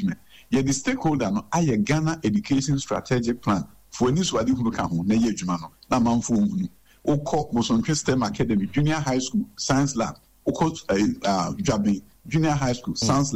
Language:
Akan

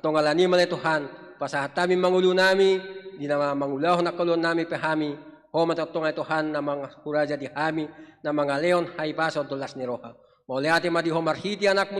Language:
Batak Toba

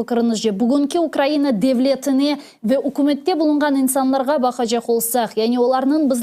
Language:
Crimean Tatar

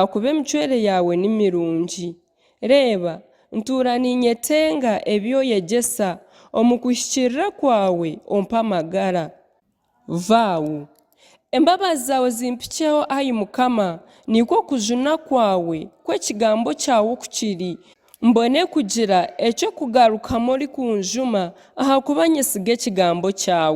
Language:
Nyankole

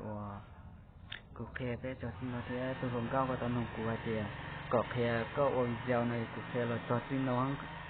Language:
Hmong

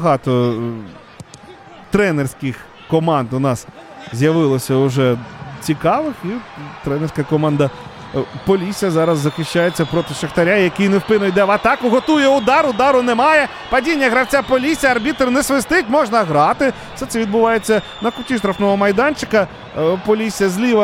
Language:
Ukrainian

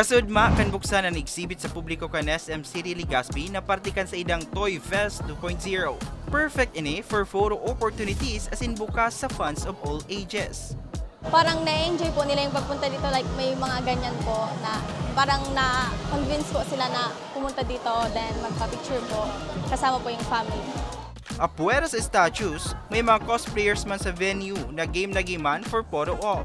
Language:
Bikol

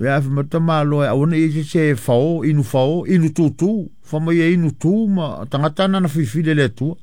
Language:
Samoan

